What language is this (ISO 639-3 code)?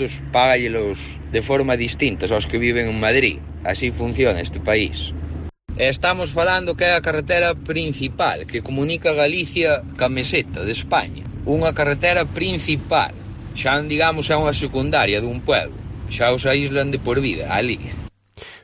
glg